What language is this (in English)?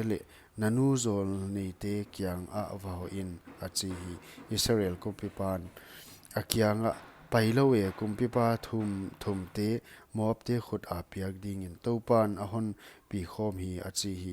Paite Chin